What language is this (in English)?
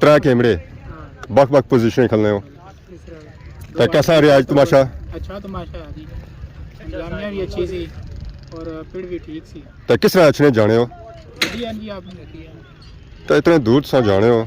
Pahari-Potwari